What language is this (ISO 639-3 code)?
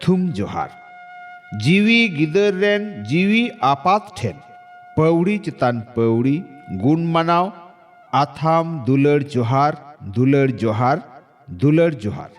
sat